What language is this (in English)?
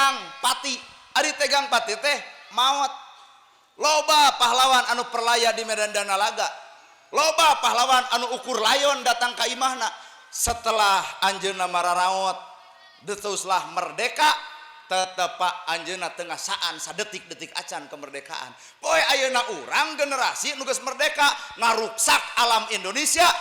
Sundanese